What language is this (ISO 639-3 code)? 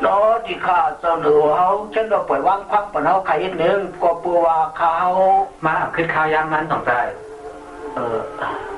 shn